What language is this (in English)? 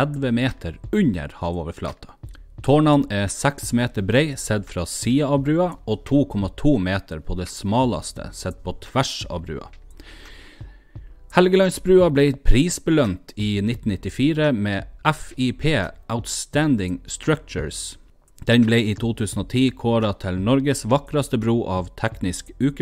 Norwegian